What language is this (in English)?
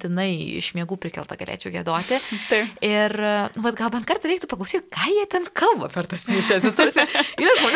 Lithuanian